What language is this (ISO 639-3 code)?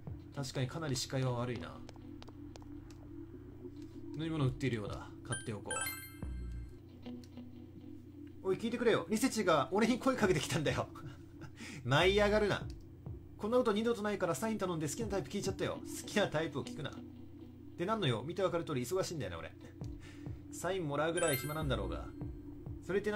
jpn